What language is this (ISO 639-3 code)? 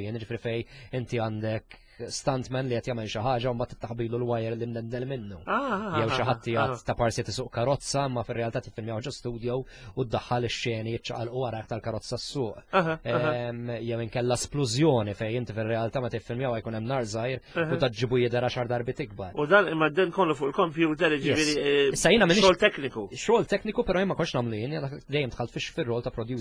mlt